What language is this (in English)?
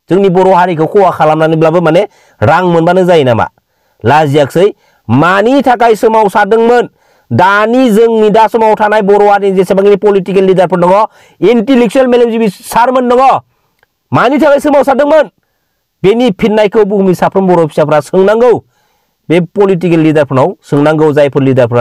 Bodo